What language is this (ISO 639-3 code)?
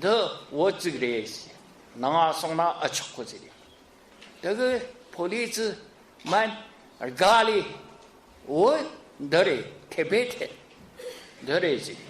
bod